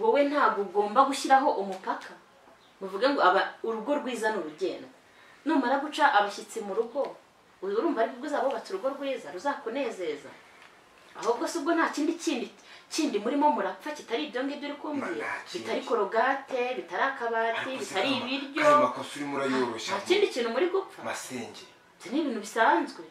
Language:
Kinyarwanda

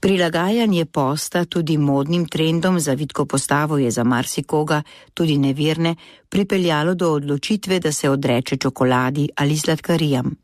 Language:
Slovenian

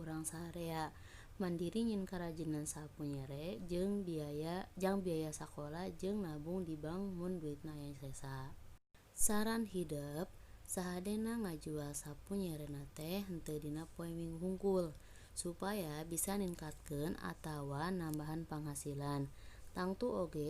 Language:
Sundanese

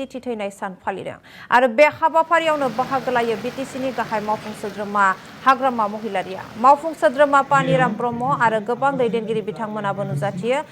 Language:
Bodo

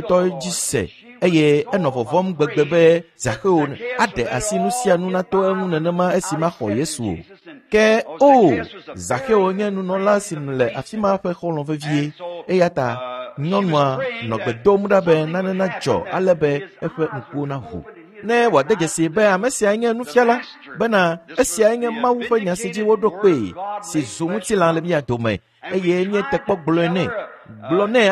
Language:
Ewe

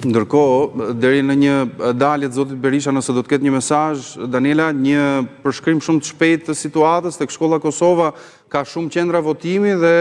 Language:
Albanian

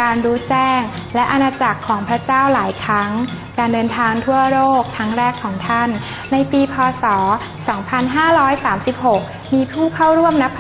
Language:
Thai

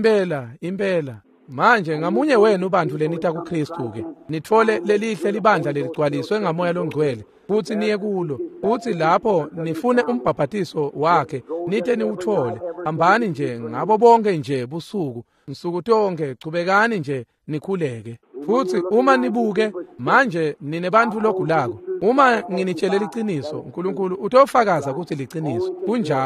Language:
Swati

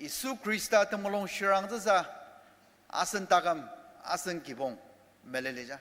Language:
Ao Naga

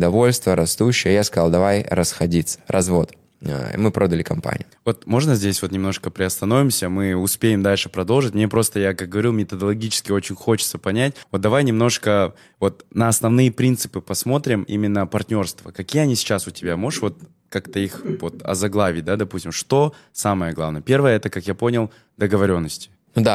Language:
Russian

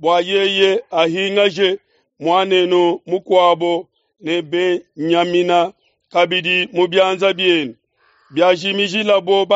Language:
Luba-Lulua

